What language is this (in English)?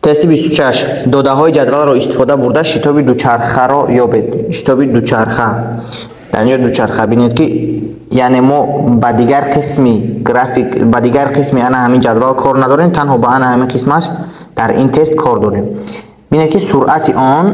Tajik